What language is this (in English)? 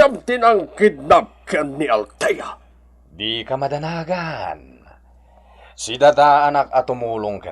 Iloko